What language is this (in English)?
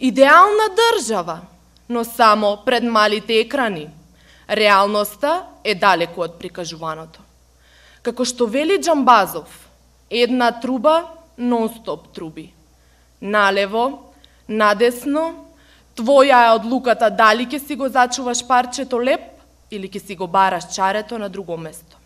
Macedonian